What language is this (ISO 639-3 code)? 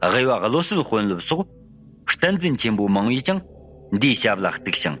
bod